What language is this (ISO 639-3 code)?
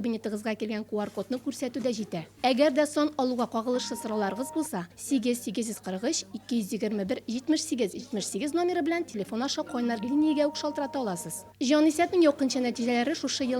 tat